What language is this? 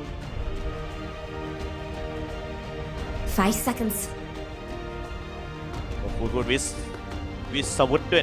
Thai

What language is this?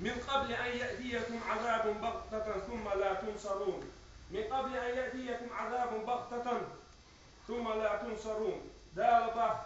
Chechen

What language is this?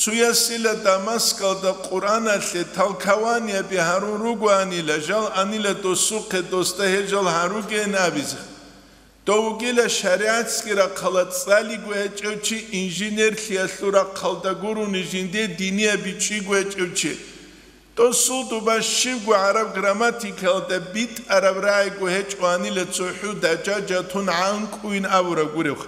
Avaric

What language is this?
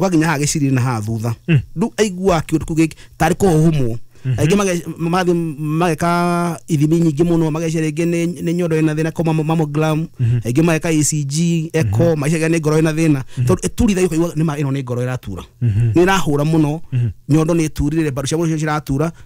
Kikuyu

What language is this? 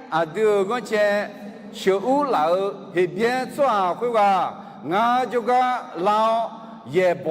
Akha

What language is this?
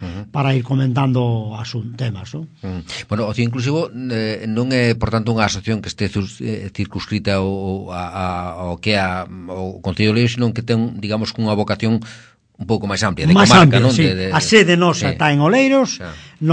Galician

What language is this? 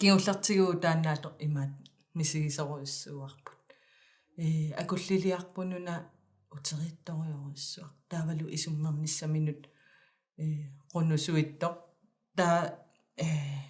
Kalaallisut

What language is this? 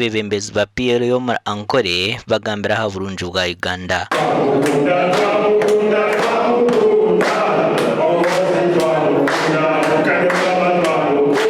Nyankole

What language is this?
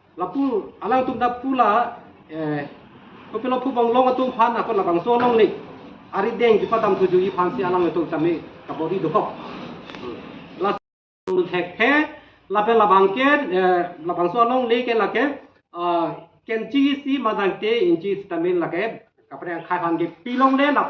Karbi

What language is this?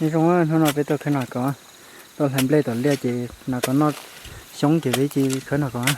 Hmong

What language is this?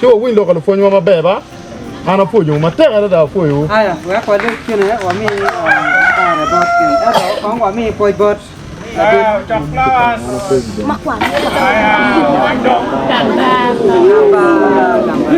Acoli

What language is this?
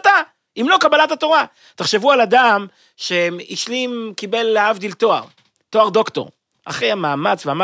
Hebrew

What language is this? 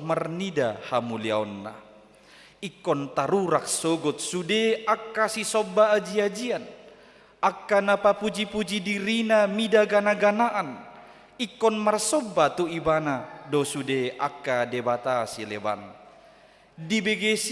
Batak Toba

